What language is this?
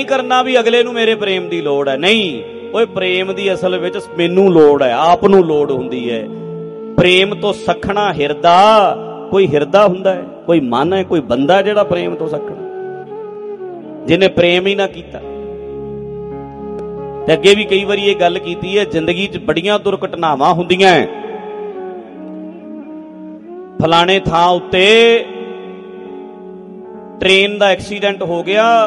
Punjabi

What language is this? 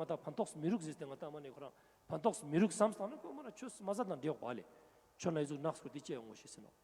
Ladakhi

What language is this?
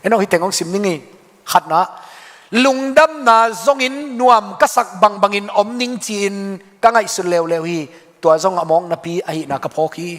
Tedim Chin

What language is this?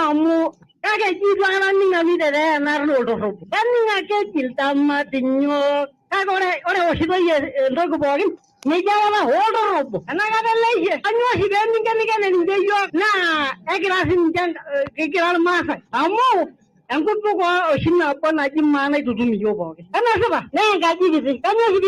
Masai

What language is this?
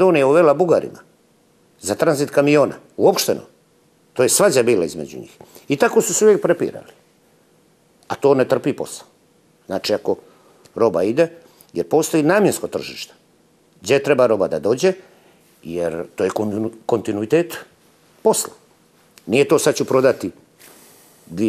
Serbian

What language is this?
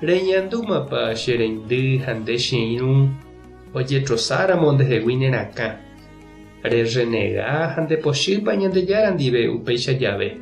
Guarani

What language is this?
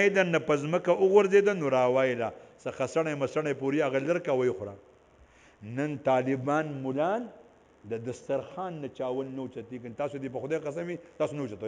Pashto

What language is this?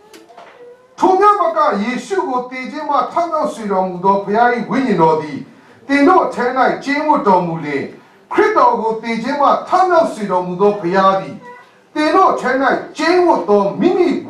Burmese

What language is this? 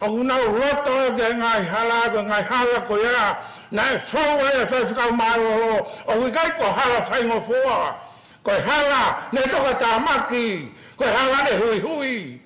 Tongan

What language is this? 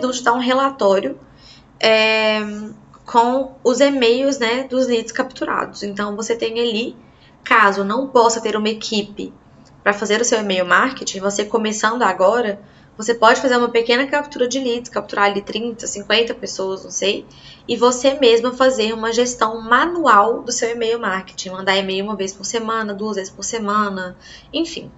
Portuguese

